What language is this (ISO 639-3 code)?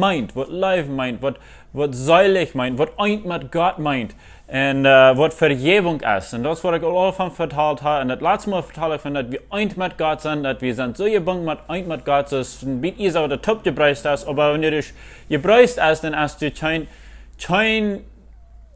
pdt